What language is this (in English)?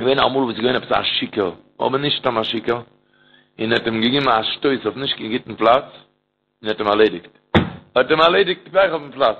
Yiddish